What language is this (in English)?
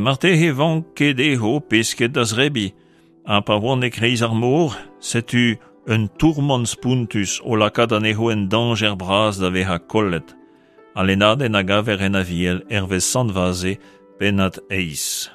Breton